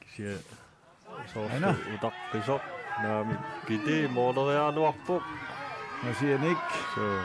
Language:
Kalaallisut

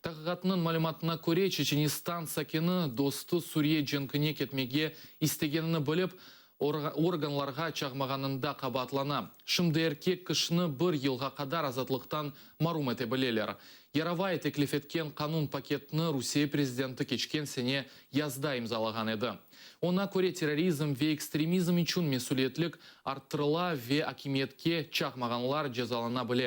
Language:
Crimean Tatar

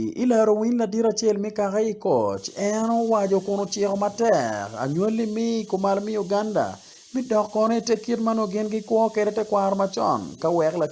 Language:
Acoli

